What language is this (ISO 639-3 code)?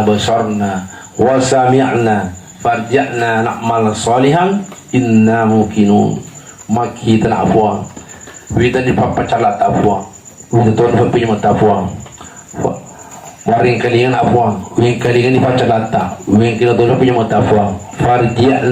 bug